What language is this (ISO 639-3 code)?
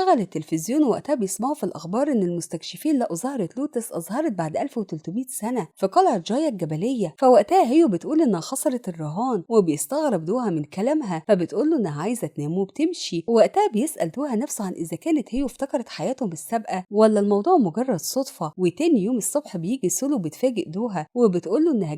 arz